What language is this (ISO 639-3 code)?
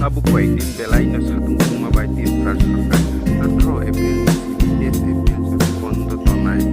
trp